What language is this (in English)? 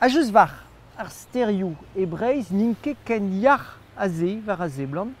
Breton